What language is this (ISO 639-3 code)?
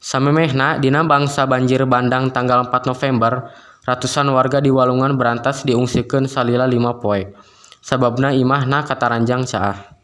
sun